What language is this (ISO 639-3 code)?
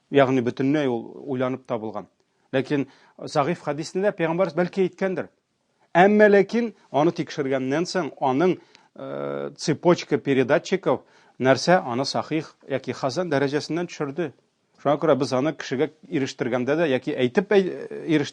tat